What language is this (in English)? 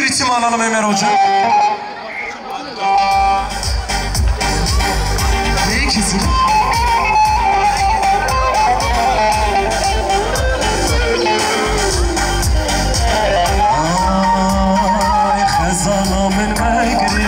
Turkish